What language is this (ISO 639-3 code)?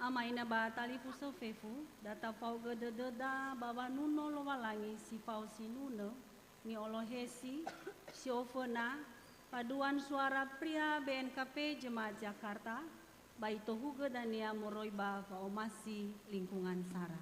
nia